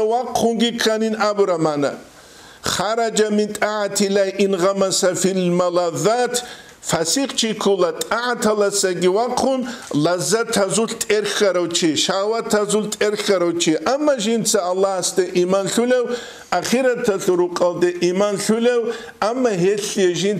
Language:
Avaric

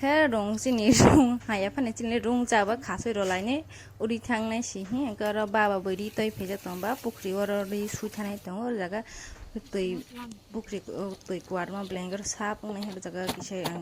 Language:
Kok Borok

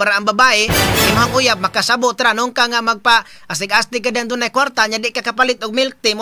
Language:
Cebuano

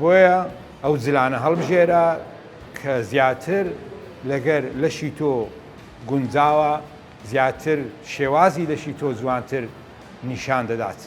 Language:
Central Kurdish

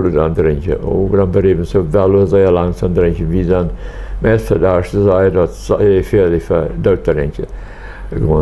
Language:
Plautdietsch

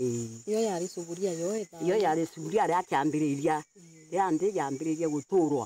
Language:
Meru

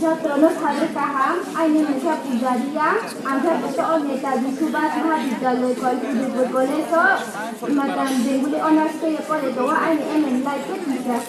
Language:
Riang (India)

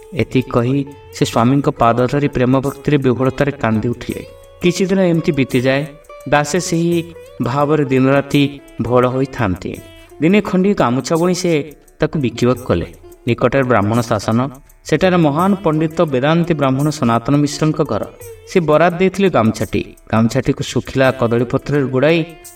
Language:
Odia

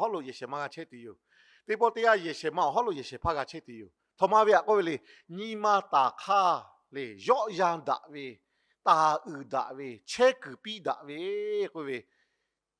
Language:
Lahu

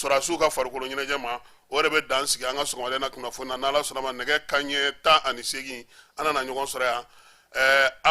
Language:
Bambara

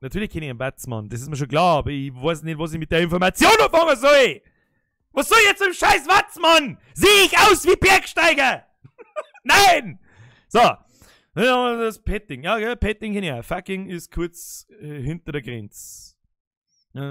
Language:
Bavarian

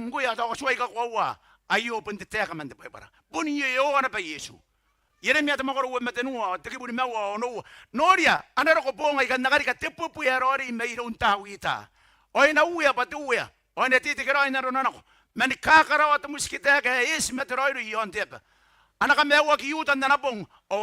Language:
Gilbertese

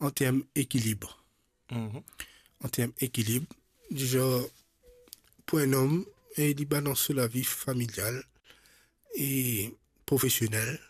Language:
Morisyen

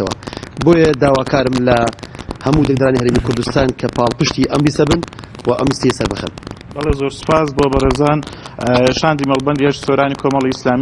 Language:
Central Kurdish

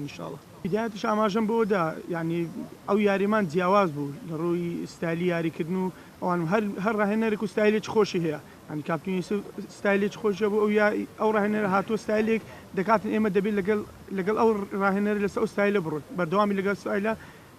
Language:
Central Kurdish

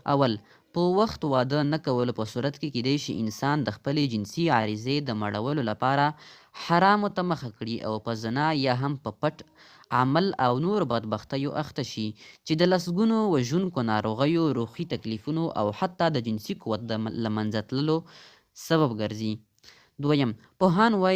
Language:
Pashto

